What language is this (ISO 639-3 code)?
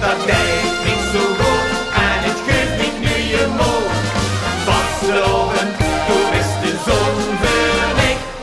lim